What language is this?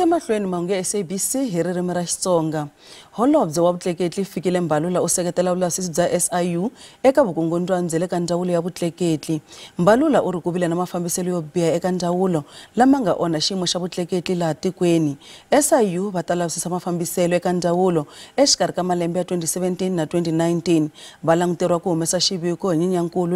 Tsonga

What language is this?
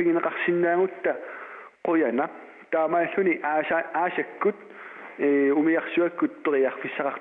Kalaallisut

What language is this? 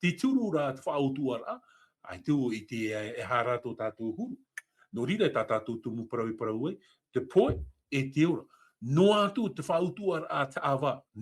Tahitian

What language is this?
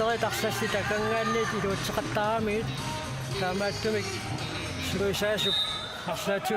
Kalaallisut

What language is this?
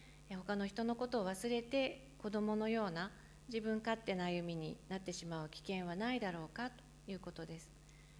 Japanese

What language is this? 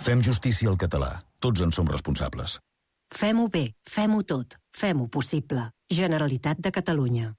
Catalan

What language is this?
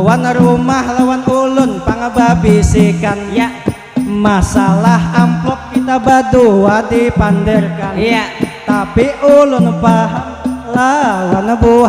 Banjar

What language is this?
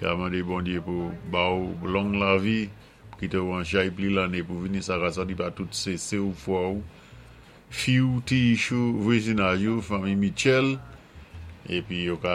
Saint Lucian Creole French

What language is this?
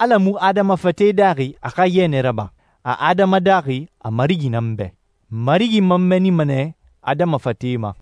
Susu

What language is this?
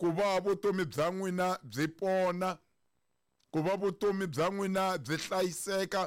Tsonga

